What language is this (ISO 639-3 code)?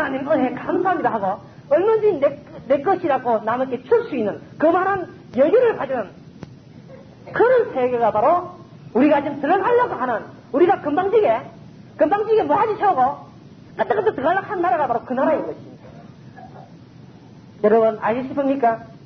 kor